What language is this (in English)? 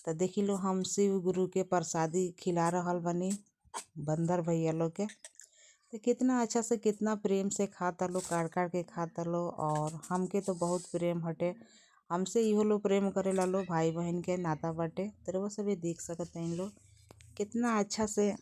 Bhojpuri